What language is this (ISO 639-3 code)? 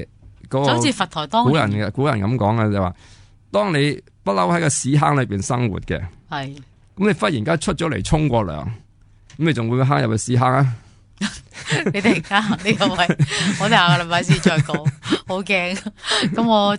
yue